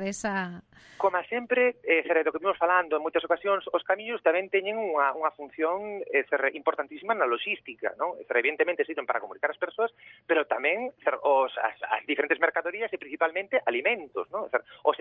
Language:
Galician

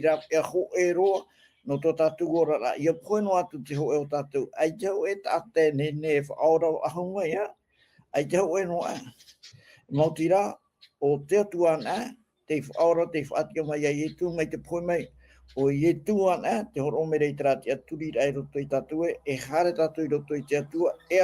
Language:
Tahitian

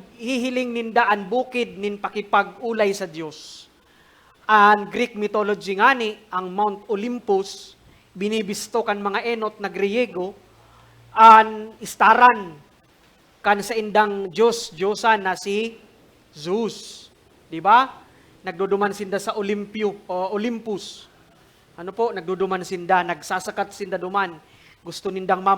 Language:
Bikol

